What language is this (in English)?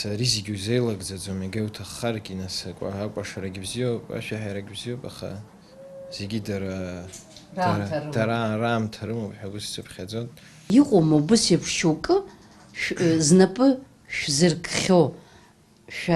Abkhazian